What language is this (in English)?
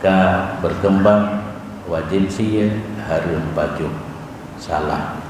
Achinese